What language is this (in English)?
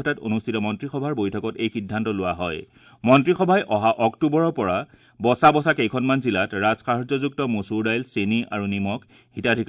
Assamese